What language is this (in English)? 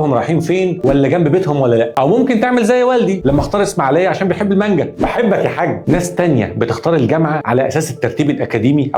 Egyptian Arabic